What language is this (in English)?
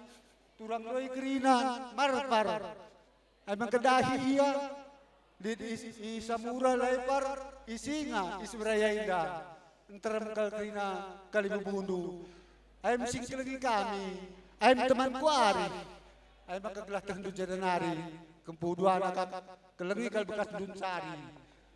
Batak Karo